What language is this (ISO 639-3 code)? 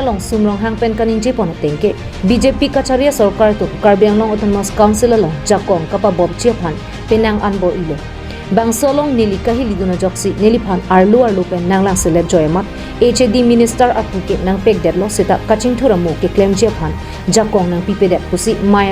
mjw